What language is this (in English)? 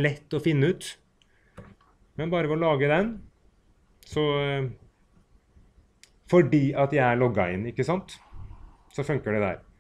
Norwegian